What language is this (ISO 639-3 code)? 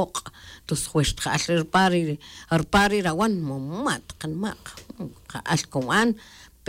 tzj